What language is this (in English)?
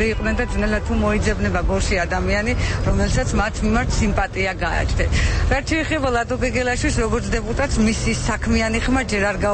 Georgian